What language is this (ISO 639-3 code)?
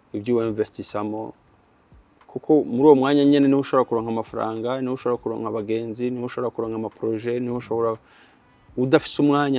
run